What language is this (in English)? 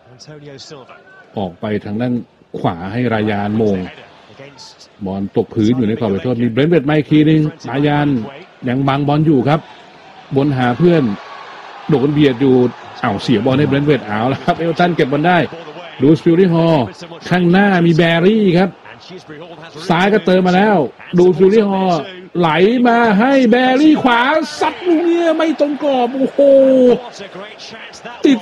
Thai